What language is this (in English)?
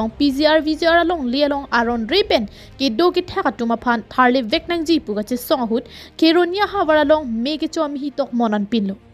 Karbi